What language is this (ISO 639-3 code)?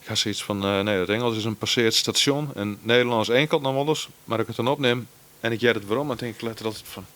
fry